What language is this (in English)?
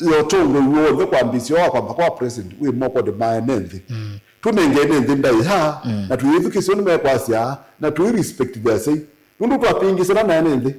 Kamba